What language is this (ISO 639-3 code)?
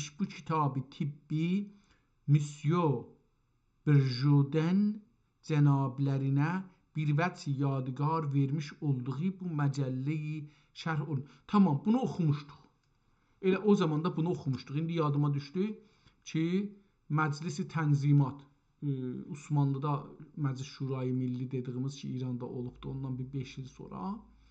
azb